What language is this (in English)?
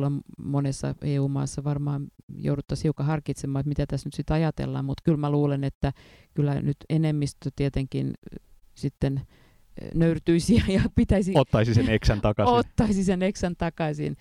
Finnish